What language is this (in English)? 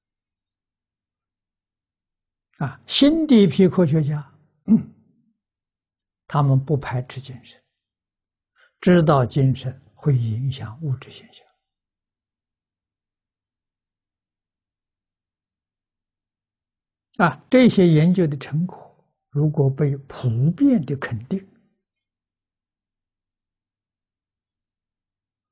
Chinese